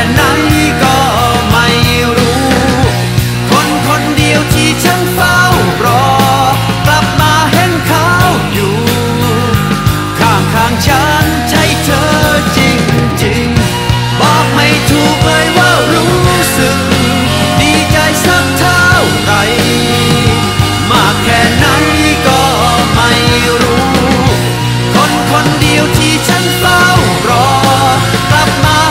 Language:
Thai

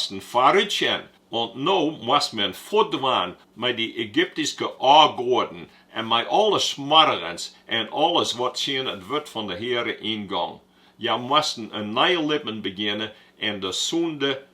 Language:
Western Frisian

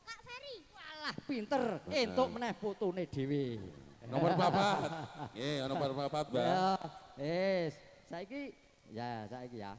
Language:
Javanese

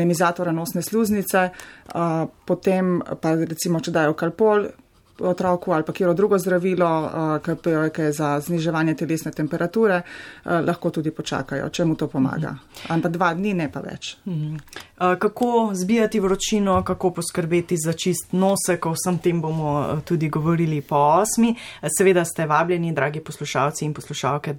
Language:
Slovenian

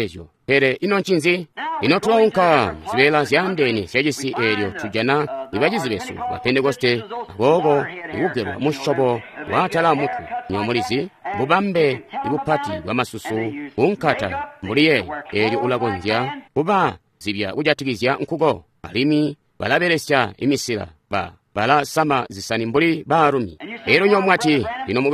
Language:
Tonga (Zambia)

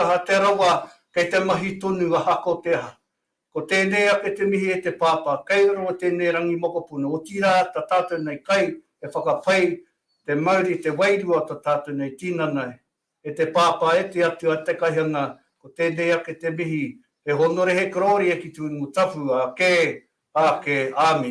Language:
Māori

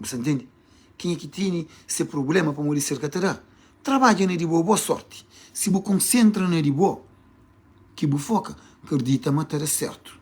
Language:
Kabuverdianu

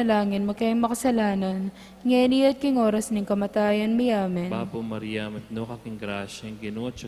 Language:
Pampanga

